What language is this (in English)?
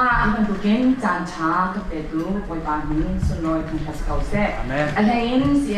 Hakha Chin